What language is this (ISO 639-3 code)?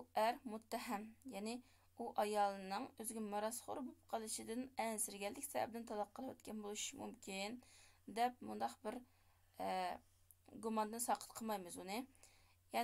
uig